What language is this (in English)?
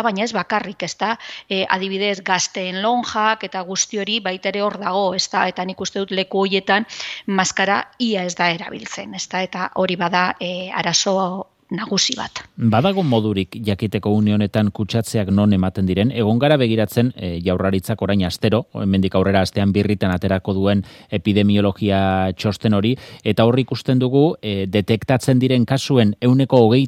Basque